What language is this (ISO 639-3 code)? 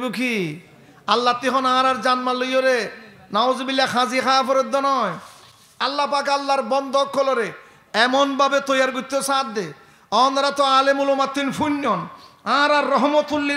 rhg